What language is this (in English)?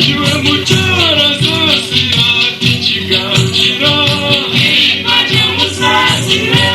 Nyankole